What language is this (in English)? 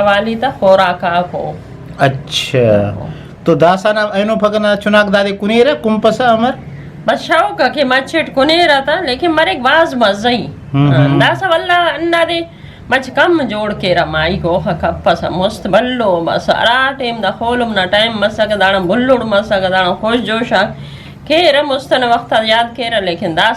Brahui